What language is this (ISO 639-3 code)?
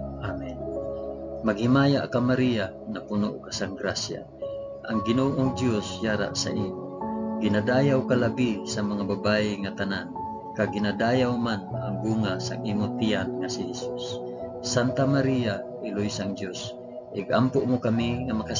hil